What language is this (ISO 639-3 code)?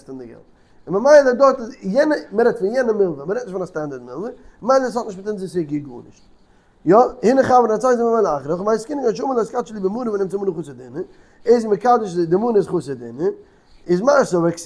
yid